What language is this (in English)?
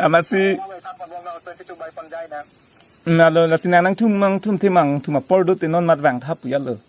Karbi